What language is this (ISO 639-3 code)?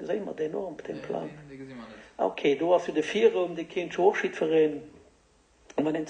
ltz